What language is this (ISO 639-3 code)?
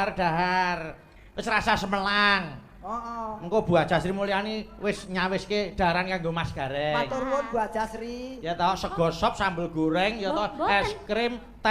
jav